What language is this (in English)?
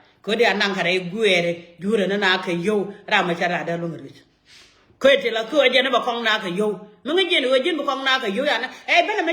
Nuer